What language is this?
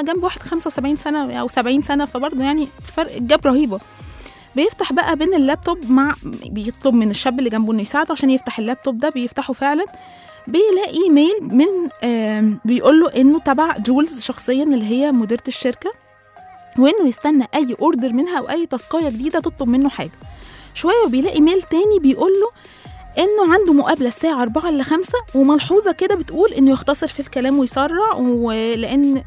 Egyptian Arabic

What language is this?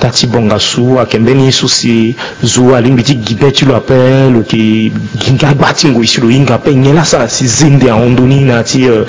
Sango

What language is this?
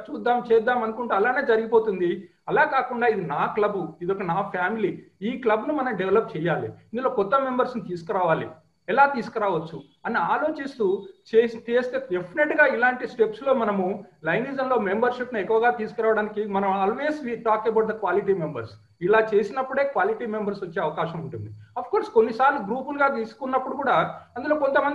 Telugu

